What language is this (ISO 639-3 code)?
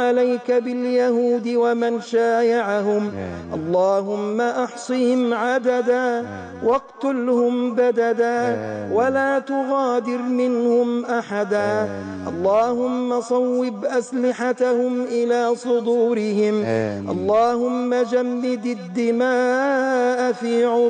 arz